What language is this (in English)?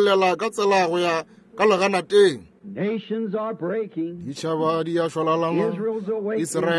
Northern Sotho